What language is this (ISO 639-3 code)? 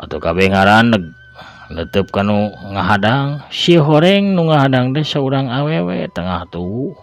sun